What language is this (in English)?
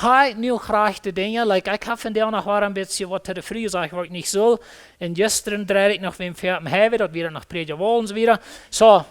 Plautdietsch